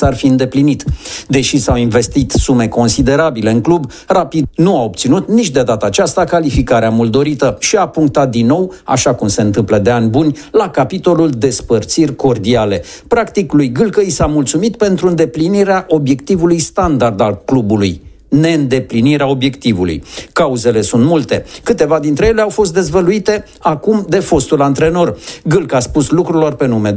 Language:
Romanian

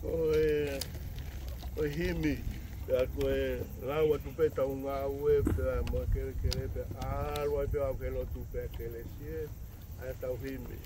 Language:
Tongan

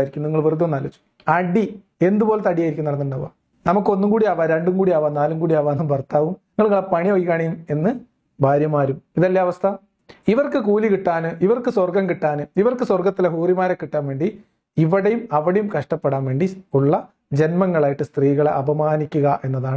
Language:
Malayalam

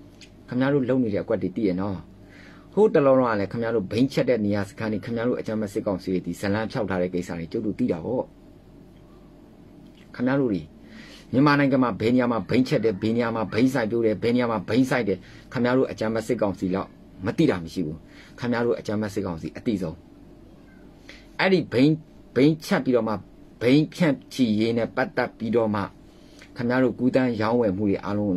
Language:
Burmese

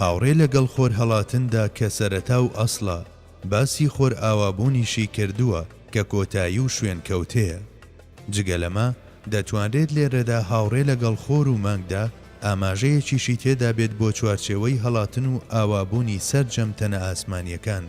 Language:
Central Kurdish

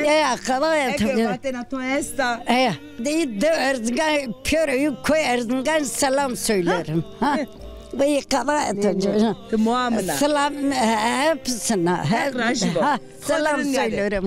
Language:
Zaza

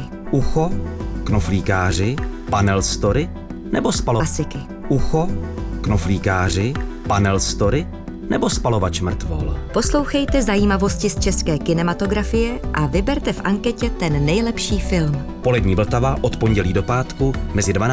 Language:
Czech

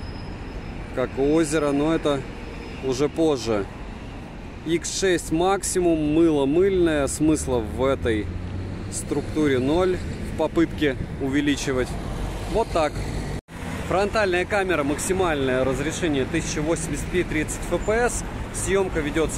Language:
Russian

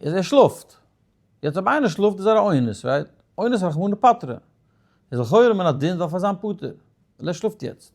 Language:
Yiddish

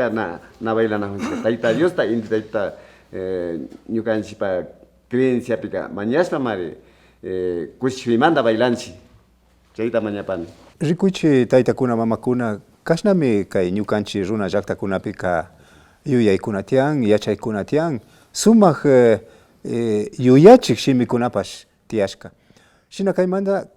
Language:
Imbabura Highland Quichua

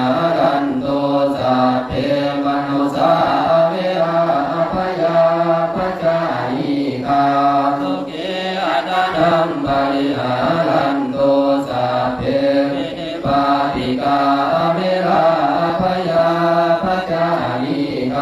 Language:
Pali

